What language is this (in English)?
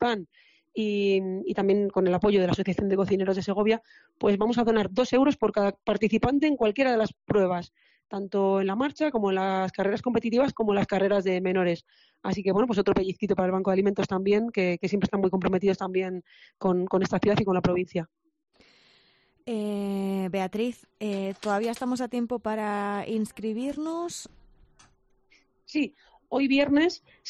Spanish